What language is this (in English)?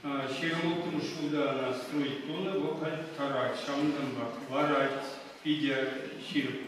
Chuvash